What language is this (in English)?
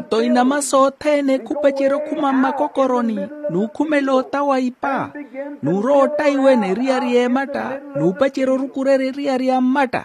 Makhuwa